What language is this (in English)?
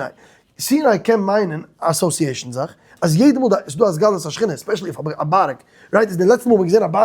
Yiddish